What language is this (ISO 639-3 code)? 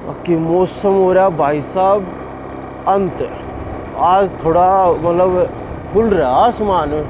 bgc